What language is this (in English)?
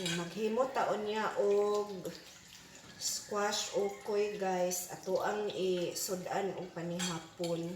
Cebuano